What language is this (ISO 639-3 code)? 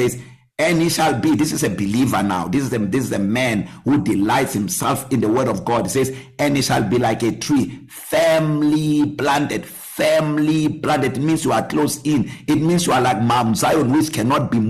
eng